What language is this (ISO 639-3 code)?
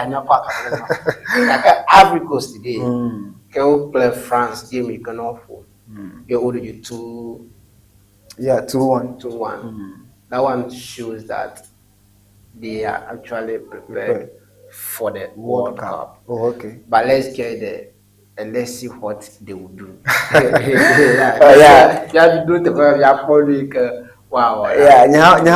ewe